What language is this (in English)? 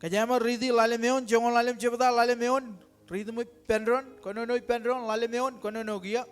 Marshallese